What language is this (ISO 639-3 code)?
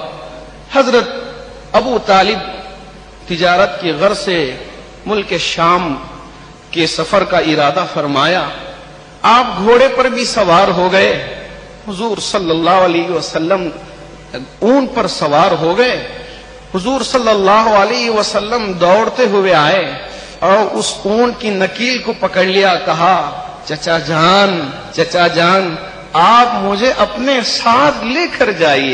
urd